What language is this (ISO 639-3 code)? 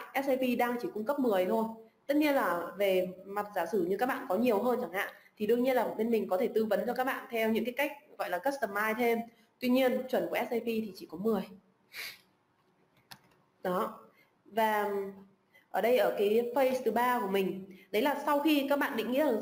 vie